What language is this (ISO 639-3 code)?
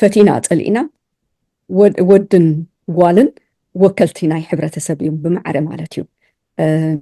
tir